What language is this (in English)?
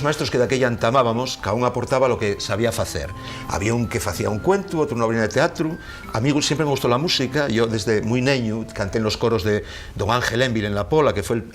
Asturian